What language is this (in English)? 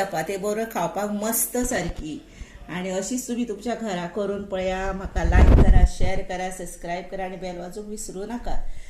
Konkani